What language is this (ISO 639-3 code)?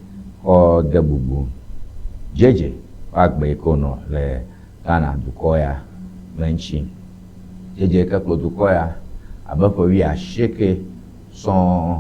ewe